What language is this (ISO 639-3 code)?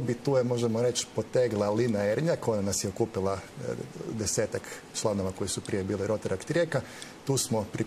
hrv